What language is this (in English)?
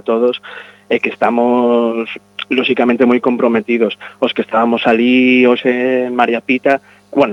Galician